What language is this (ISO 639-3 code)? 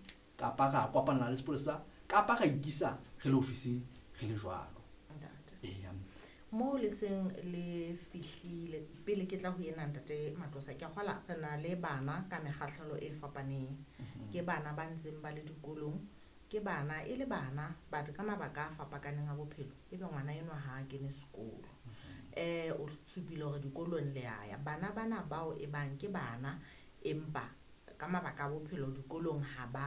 sot